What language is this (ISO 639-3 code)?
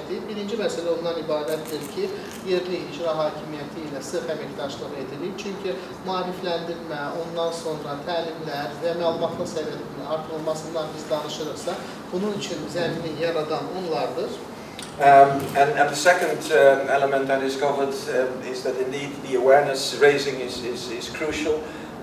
aze